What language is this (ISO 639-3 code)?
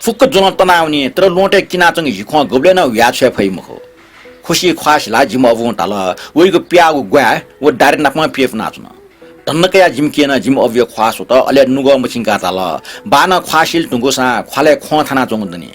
new